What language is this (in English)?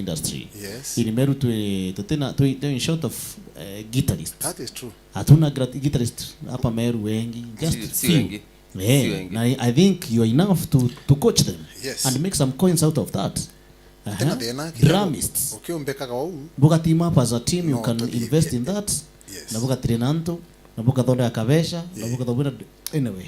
Meru